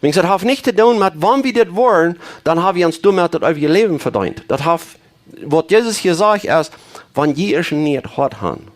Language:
Plautdietsch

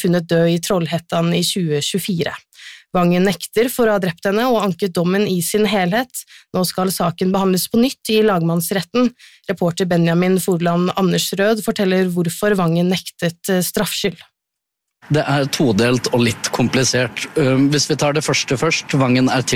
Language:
Norwegian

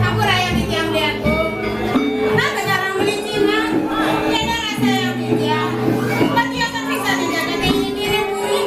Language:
Balinese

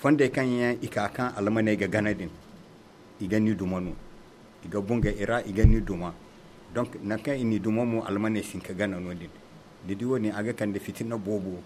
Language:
Zarma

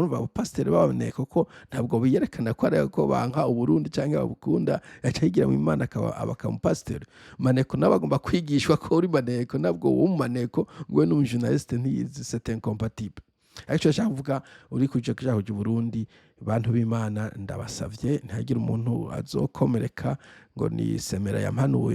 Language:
Rundi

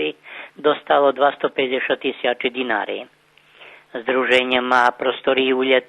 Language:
Rusyn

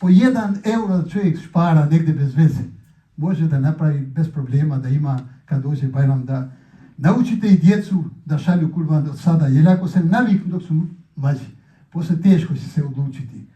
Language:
Bosnian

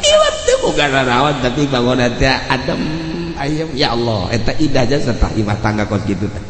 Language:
Sundanese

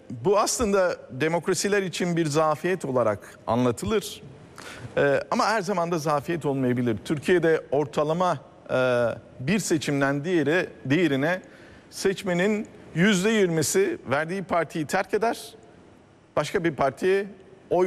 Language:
Turkish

